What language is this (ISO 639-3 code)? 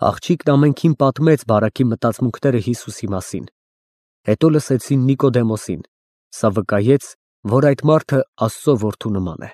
hye